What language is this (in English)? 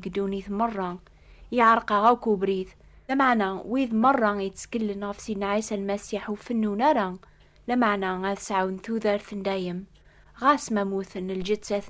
Kabyle